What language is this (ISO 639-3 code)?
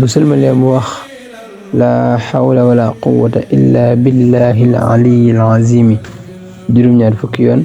wol